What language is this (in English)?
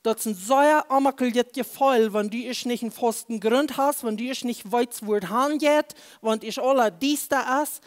Plautdietsch